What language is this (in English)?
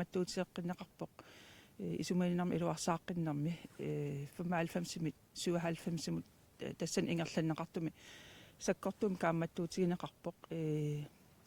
Kalaallisut